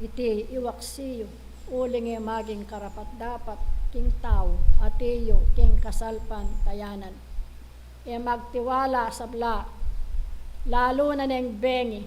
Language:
Pampanga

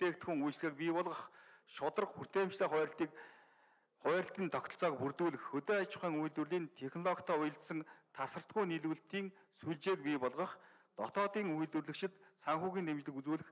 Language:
Mongolian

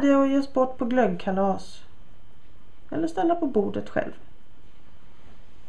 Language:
Swedish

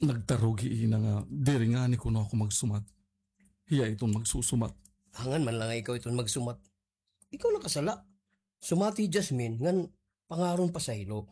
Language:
Waray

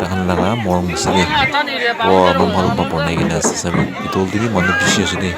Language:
Naga Pidgin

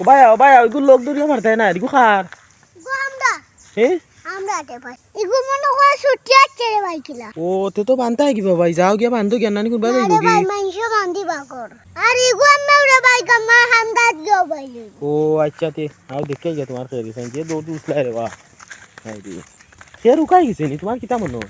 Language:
Sylheti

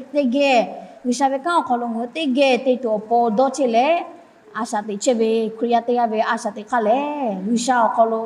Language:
Lahu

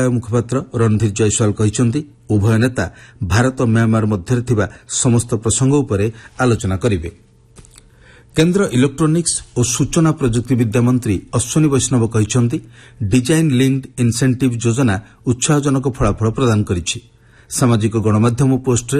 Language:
Odia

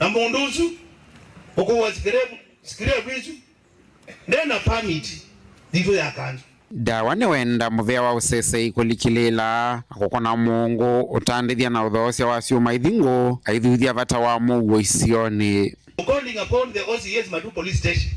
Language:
Kamba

